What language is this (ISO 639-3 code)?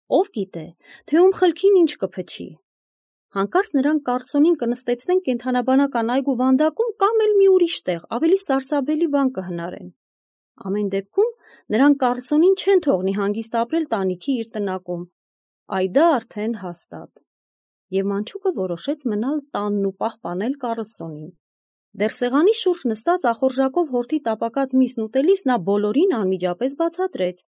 hye